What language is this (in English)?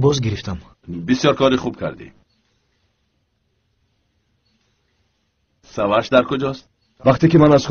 Tajik